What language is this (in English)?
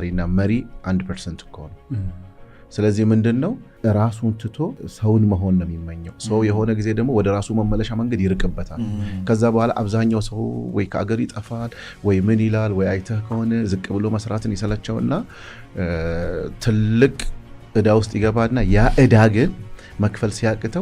Amharic